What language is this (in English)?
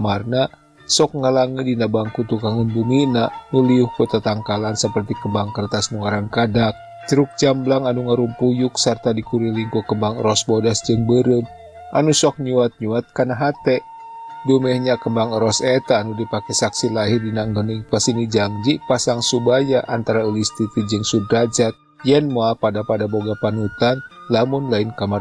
Sundanese